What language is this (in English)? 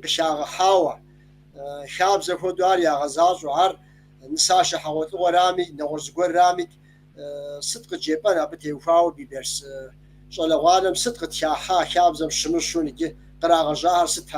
Kabardian